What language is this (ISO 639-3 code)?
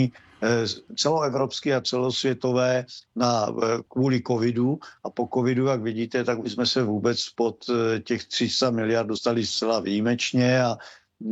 ces